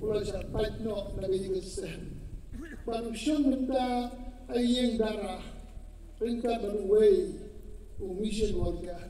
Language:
Khasi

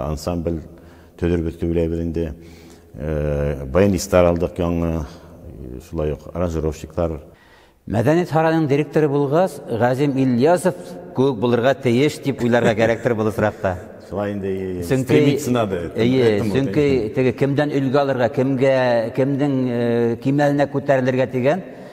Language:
Bashkir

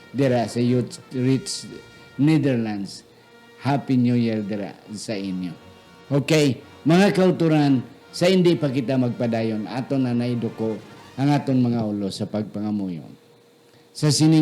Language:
Hiligaynon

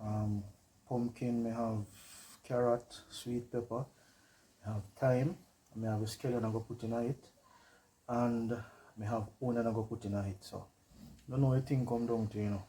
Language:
Jamaican Creole English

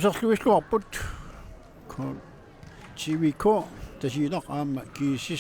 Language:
Kalaallisut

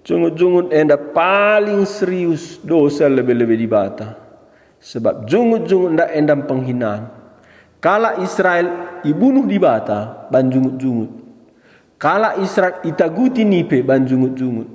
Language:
Batak Karo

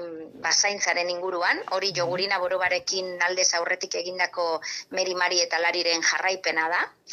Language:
Basque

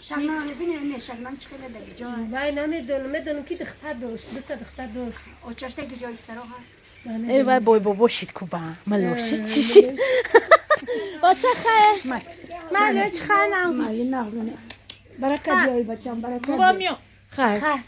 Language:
Tajik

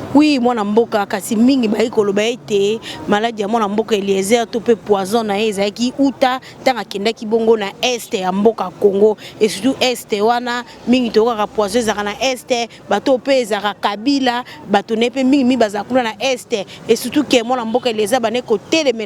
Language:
Lingala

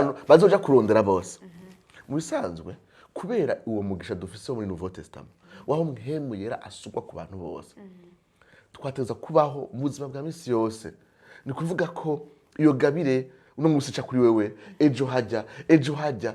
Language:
Rundi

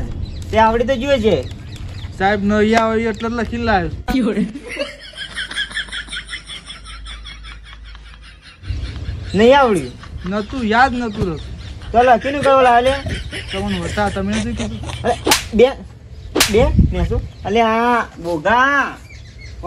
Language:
Gujarati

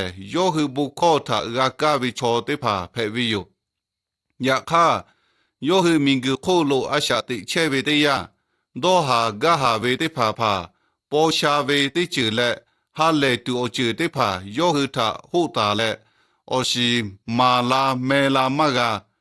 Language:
Lahu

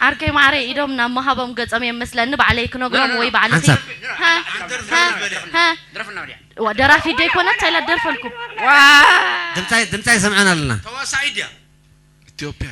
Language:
Tigrinya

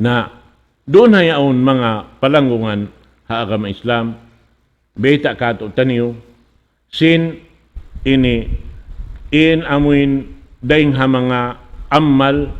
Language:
Tausug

